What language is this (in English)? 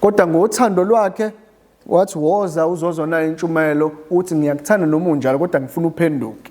Zulu